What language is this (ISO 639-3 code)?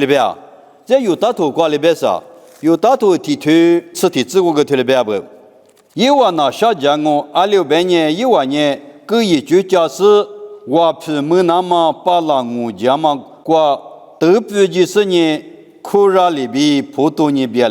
lis